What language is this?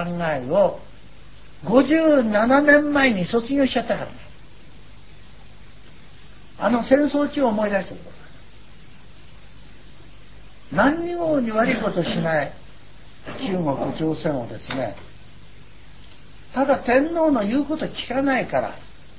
Japanese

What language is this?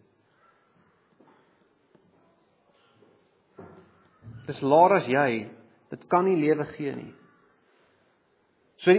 Afrikaans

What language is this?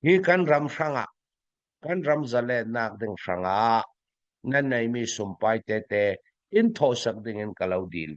Falam Chin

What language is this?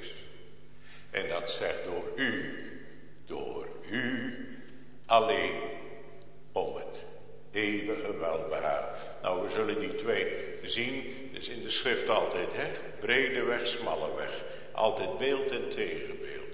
Dutch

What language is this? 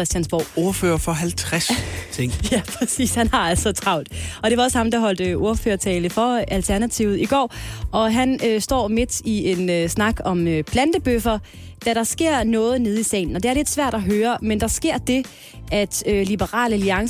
Danish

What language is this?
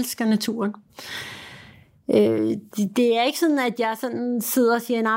Danish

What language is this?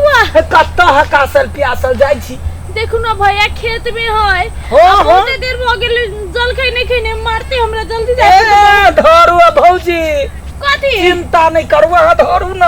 Maithili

